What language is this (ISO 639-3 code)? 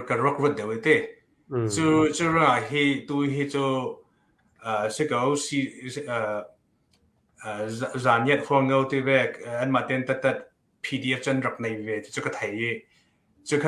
cnh